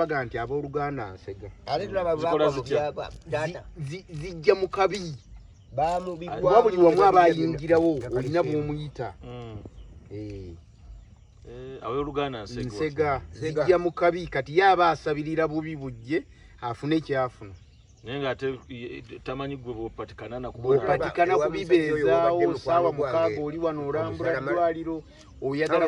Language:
Ganda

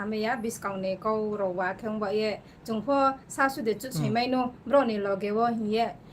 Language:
Riang (India)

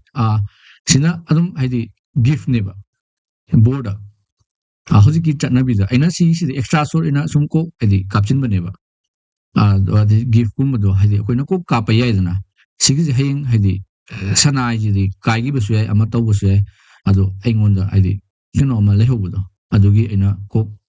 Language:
Manipuri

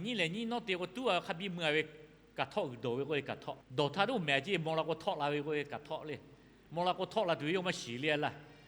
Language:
Lahu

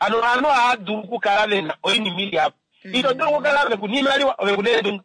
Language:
Kuanyama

